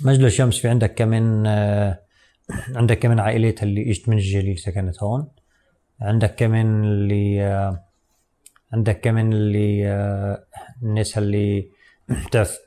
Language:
North Levantine Arabic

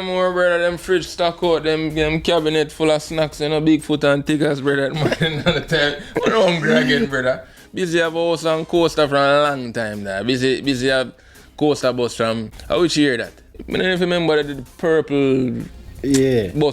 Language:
Jamaican Creole English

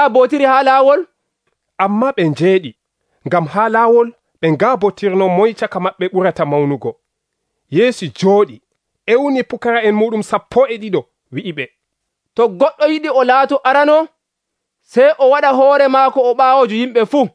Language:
Nigerian Fulfulde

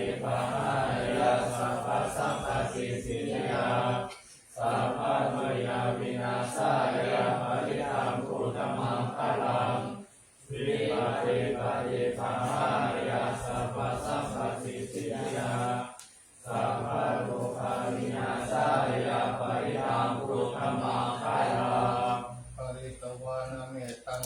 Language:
Pali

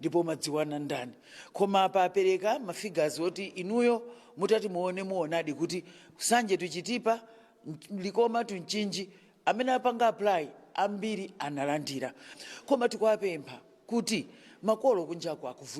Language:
Nyanja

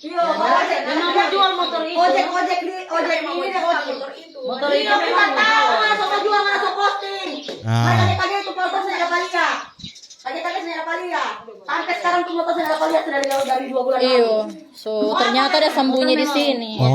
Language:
Manado Malay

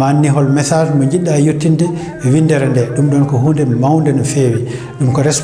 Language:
Fula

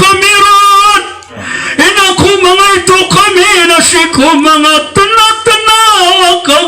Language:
Maranao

